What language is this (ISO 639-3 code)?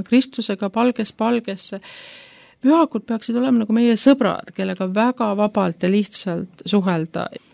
est